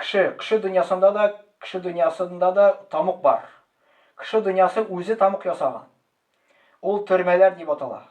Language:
Tatar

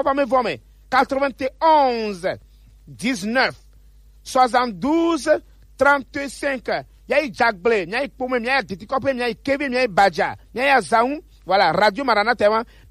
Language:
Gen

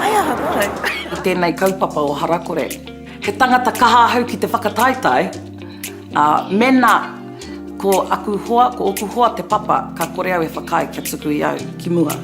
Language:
Māori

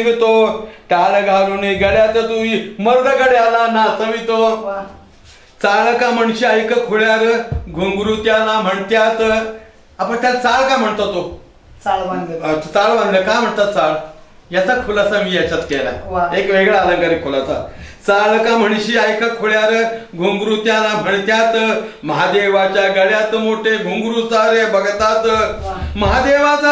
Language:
Marathi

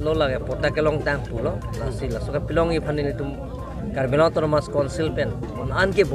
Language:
Karbi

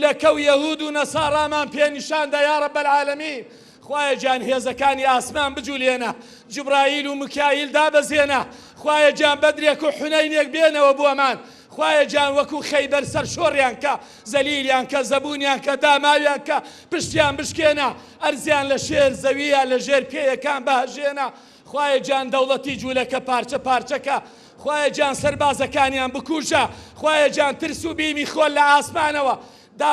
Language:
Central Kurdish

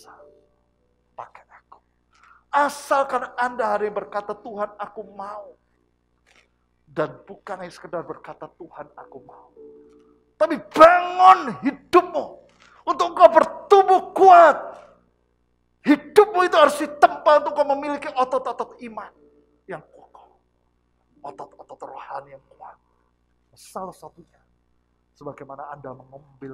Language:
Indonesian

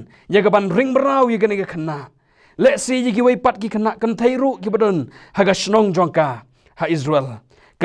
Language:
Khasi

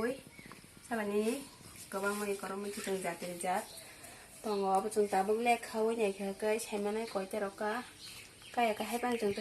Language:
Kok Borok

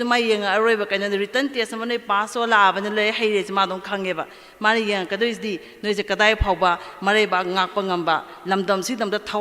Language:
Manipuri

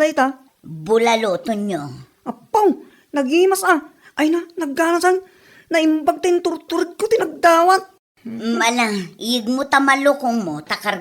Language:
Iloko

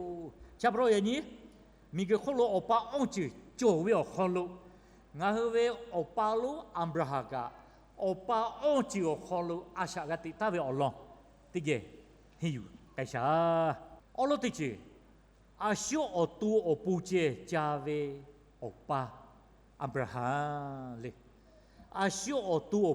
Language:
Lahu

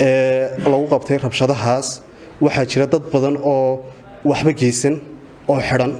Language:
Somali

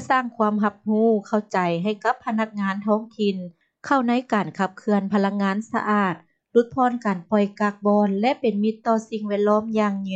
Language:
Lao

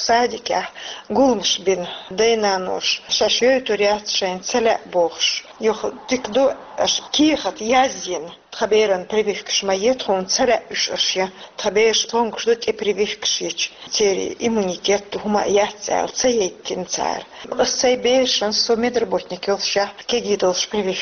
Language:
Chechen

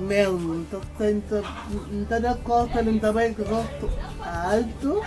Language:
Kabuverdianu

